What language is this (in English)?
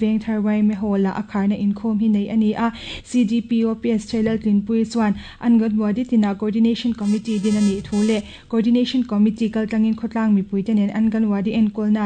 Mizo